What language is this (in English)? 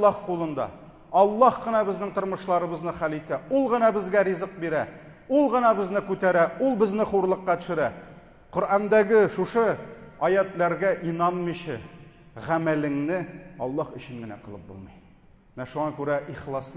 Tatar